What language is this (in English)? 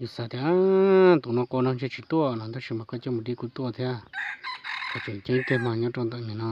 Hmong